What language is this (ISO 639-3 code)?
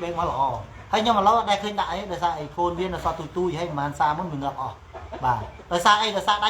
khm